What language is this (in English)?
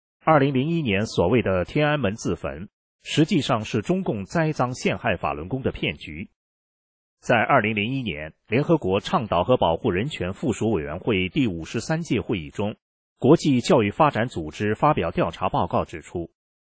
Chinese